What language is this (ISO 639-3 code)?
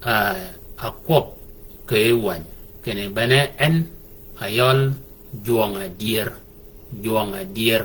shk